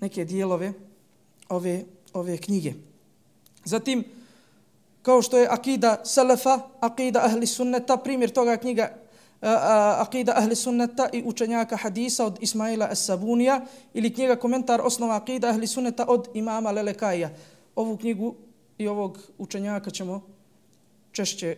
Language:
Bosnian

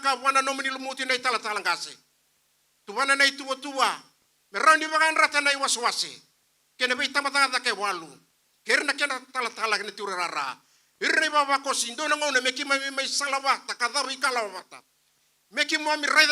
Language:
Fijian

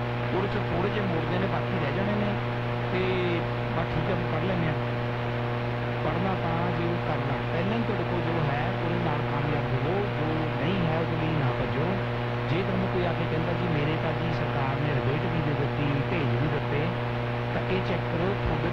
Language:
Punjabi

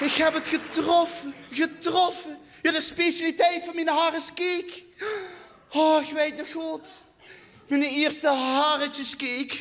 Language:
Limburgish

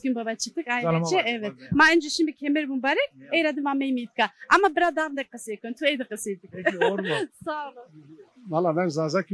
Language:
Zaza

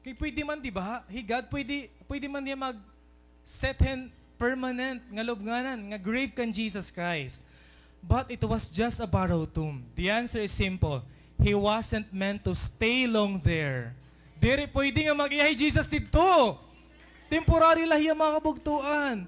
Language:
Waray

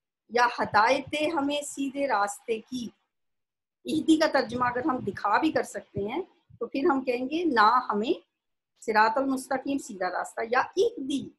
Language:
Urdu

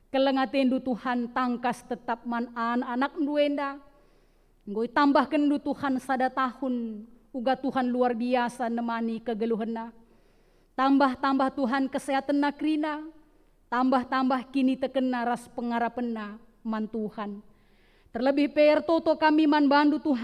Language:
Batak Karo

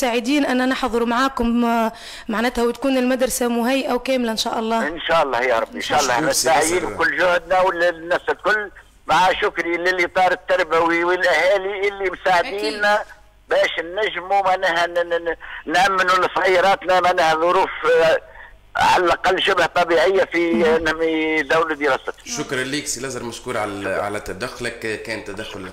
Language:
Tunisian Arabic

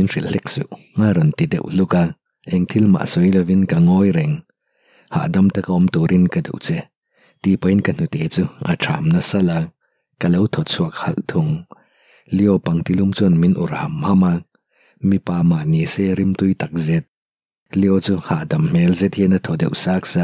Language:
Mizo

